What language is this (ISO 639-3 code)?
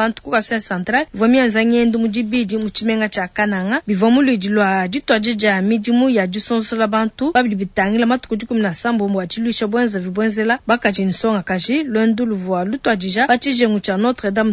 lua